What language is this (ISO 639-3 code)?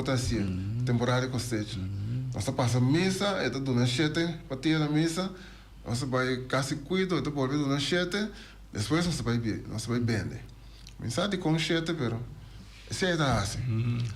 pap